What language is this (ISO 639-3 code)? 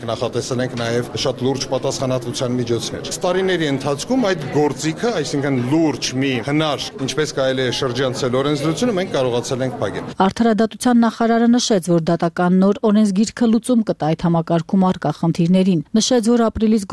hye